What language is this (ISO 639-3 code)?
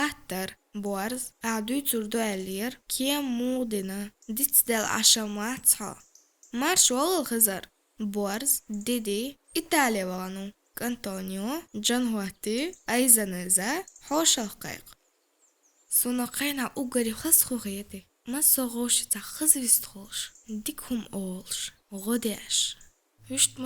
che